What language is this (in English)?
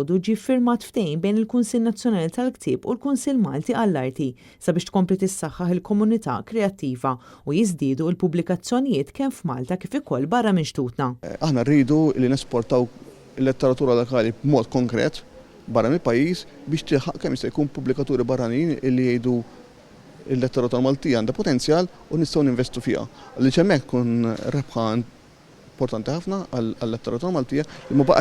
Maltese